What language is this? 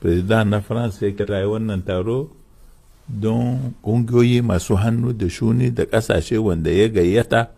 Hausa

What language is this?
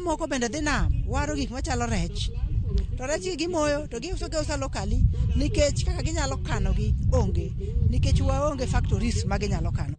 Luo (Kenya and Tanzania)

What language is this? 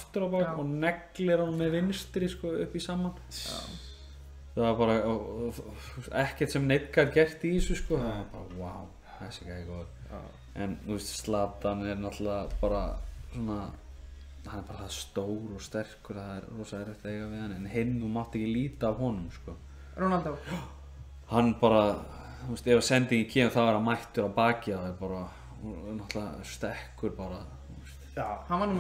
Icelandic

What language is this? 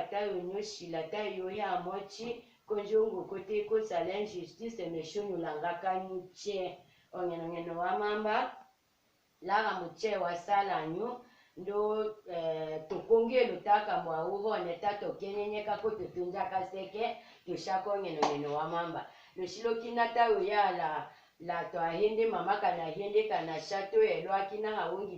Tetela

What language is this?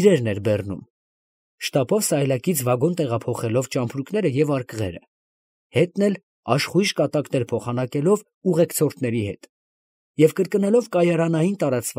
Armenian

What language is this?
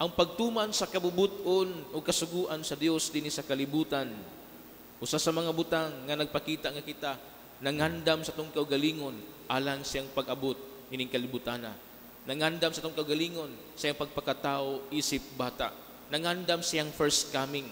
Cebuano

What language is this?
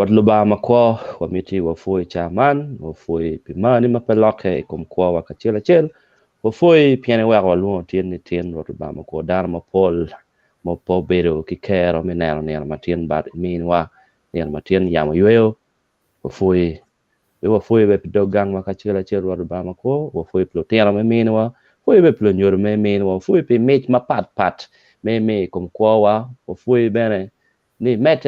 Acoli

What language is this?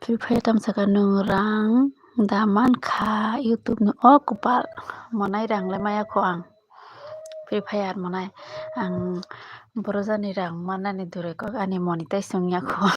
Kok Borok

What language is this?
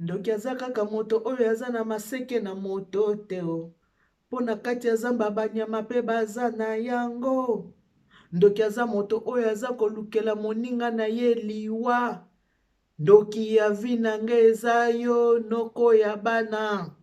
Lingala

